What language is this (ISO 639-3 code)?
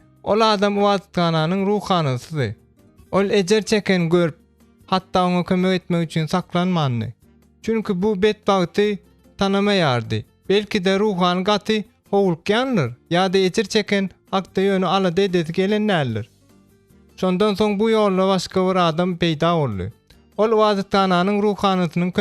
tuk